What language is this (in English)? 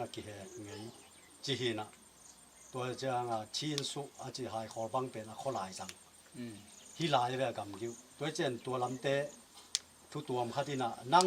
Tedim Chin